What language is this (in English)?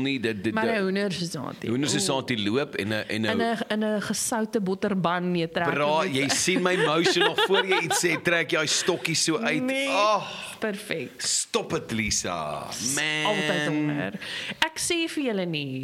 Afrikaans